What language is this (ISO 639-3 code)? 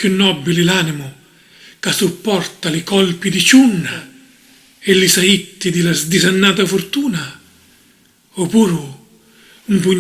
scn